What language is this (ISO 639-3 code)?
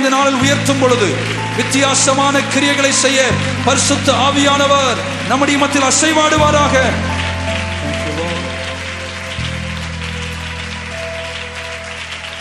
tam